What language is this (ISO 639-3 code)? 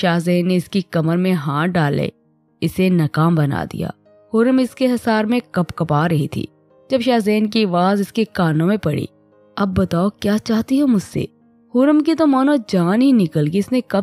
urd